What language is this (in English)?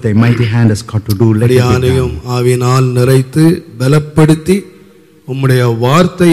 Tamil